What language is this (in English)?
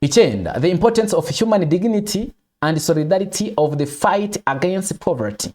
Kinyarwanda